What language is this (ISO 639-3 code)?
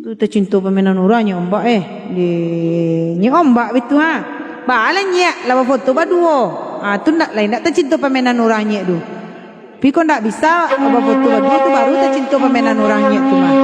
min